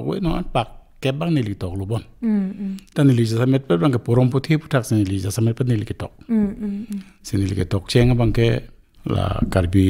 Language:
Karbi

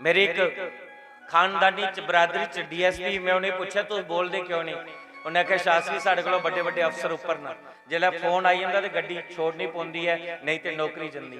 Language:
Dogri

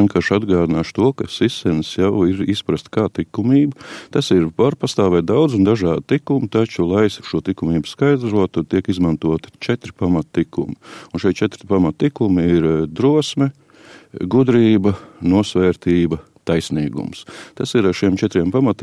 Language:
Latvian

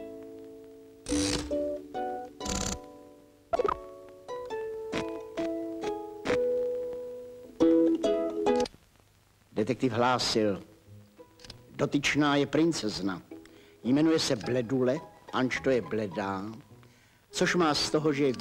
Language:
Czech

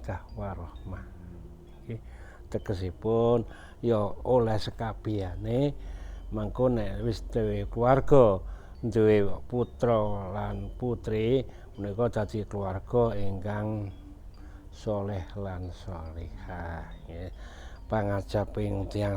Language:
Javanese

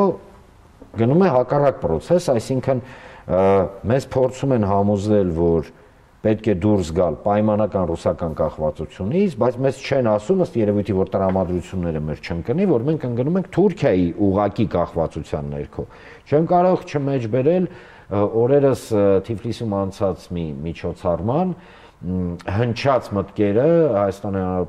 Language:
Armenian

